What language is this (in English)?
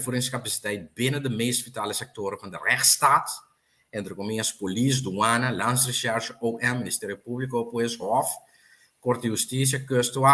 Papiamento